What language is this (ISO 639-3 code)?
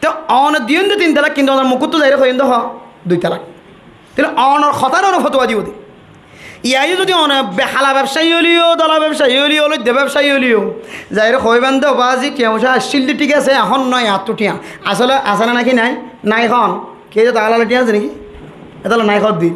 rhg